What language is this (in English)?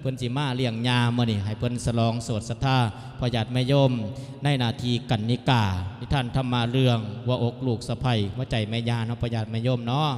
Lao